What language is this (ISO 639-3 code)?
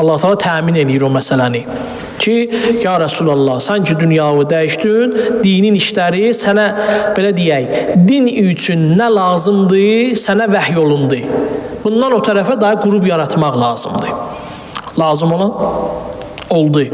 aze